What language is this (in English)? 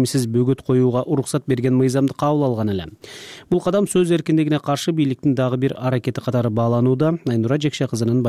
Kyrgyz